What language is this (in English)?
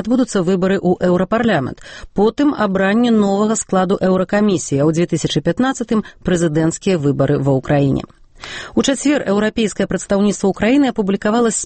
Belarusian